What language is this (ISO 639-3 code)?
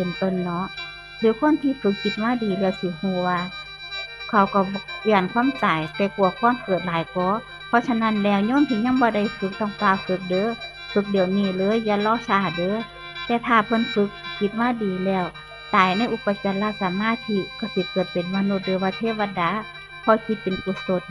tts